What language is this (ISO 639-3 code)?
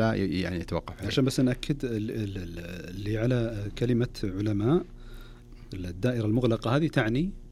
ars